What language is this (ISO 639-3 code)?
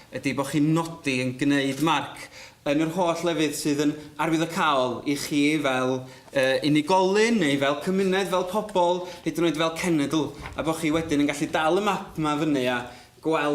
cym